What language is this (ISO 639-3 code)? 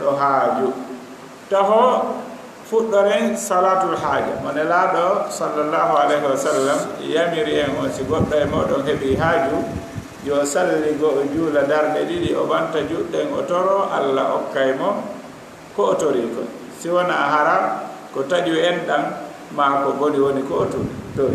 ful